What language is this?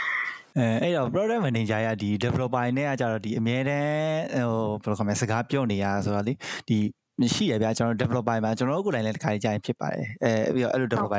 Burmese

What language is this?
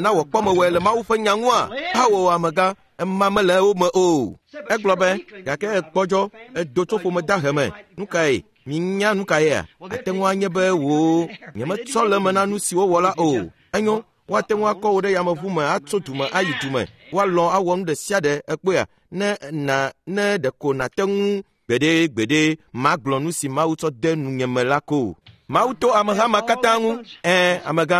Ewe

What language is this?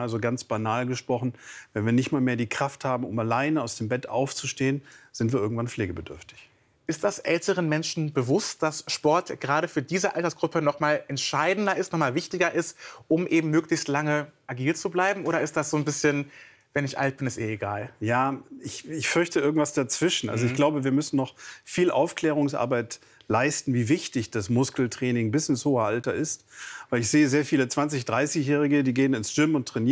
German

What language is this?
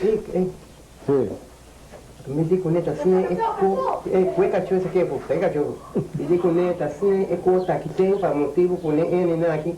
Papiamento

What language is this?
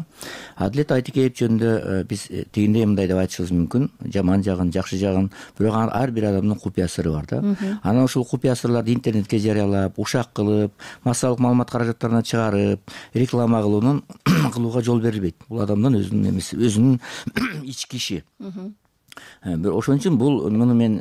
Kyrgyz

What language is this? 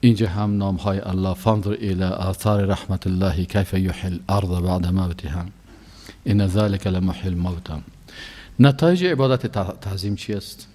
Persian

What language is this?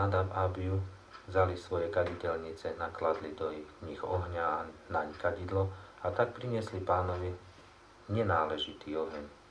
Slovak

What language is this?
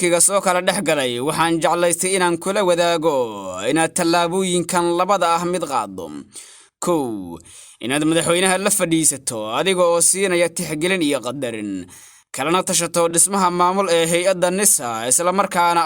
Somali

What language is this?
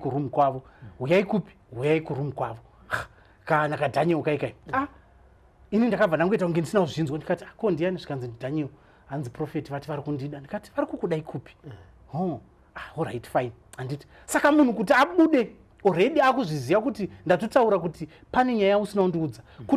Shona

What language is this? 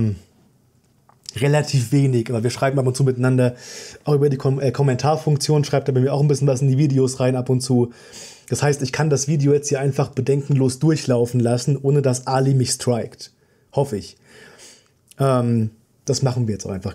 German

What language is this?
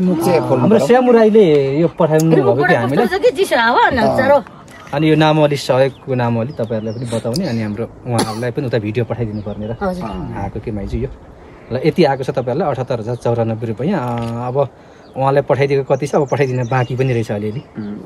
Nepali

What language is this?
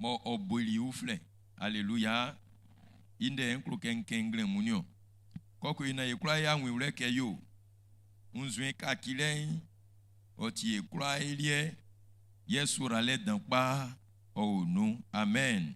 Baoulé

